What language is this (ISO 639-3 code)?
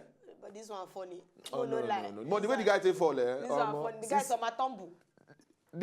pcm